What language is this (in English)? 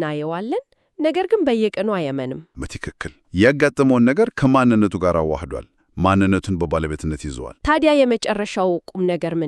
Amharic